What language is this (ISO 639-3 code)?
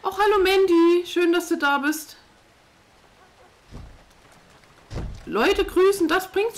deu